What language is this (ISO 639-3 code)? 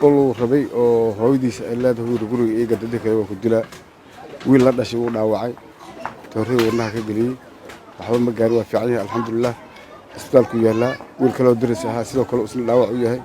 som